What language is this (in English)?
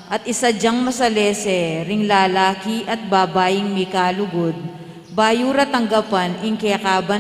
Pampanga